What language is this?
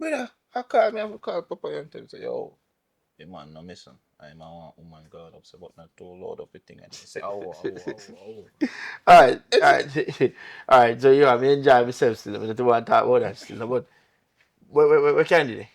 Jamaican Creole English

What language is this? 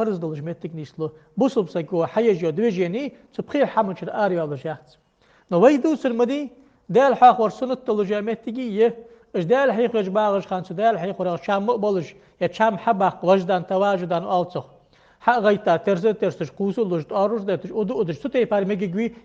Ingush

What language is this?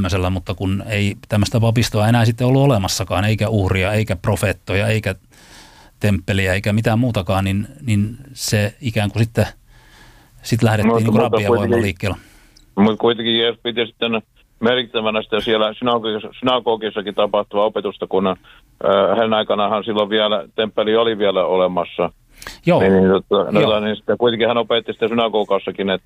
Finnish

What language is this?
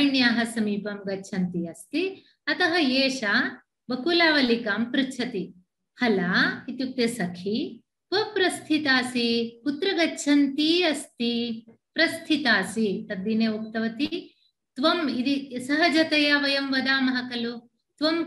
Sanskrit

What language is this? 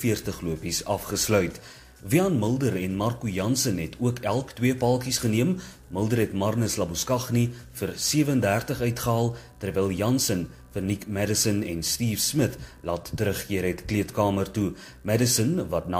Afrikaans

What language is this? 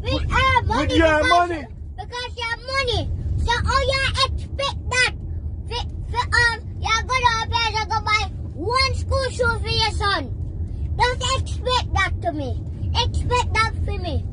Jamaican Creole English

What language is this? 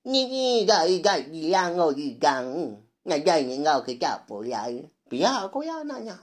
Iban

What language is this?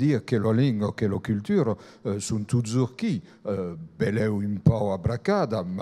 Occitan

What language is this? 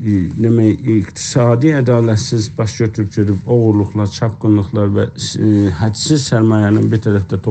South Azerbaijani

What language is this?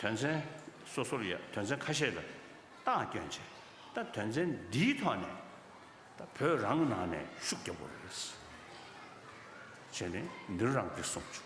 Tibetan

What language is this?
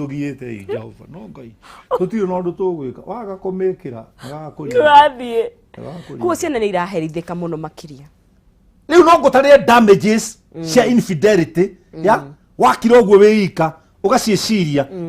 Kikuyu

